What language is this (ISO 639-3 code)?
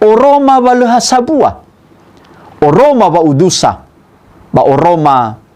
nia